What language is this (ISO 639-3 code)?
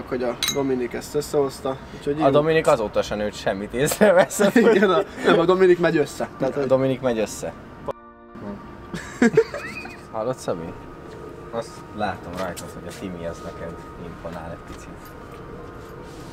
hun